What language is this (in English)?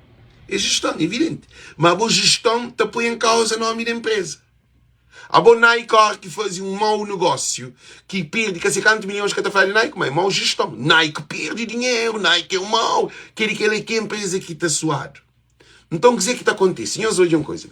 Kabuverdianu